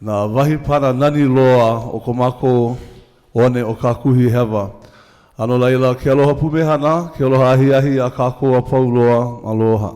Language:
Hawaiian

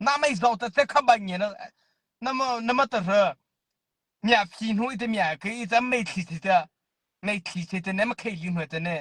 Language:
Mara Chin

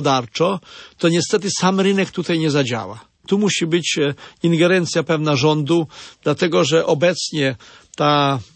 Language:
Polish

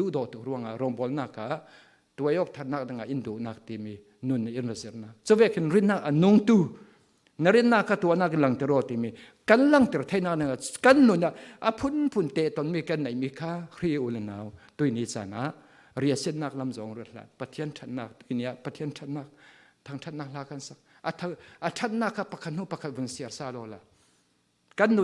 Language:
Falam Chin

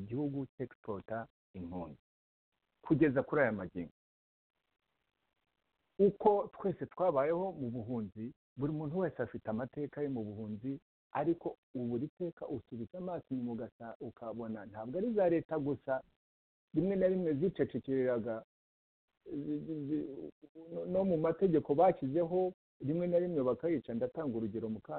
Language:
Kinyarwanda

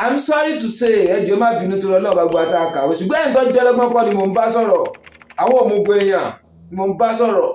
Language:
Yoruba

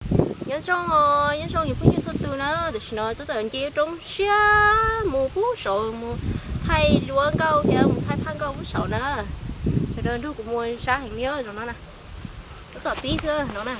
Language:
Hmong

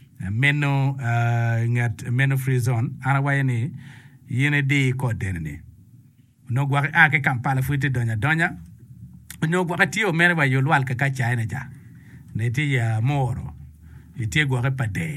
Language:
Acoli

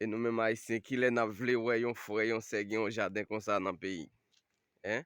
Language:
Haitian Creole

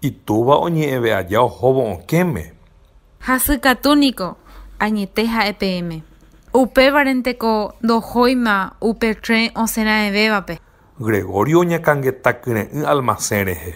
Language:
Guarani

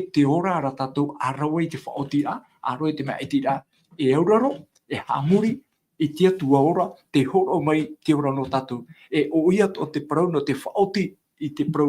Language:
Tahitian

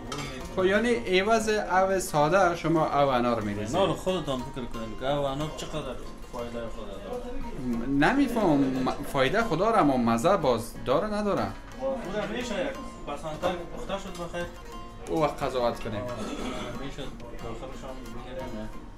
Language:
Persian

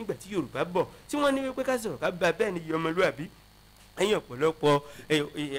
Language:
Yoruba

